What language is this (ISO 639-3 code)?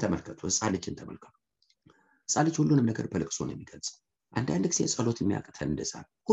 amh